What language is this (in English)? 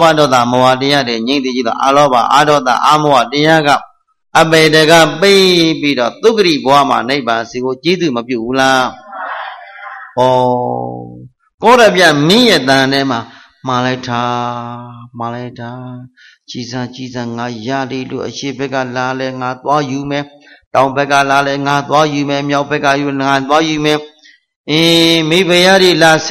Burmese